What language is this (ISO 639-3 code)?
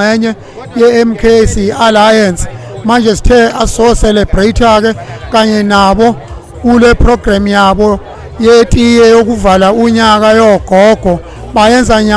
zul